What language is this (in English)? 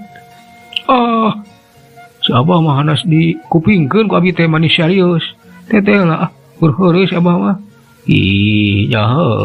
Sundanese